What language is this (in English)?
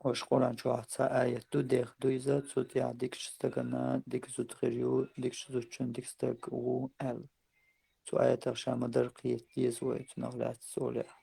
Chechen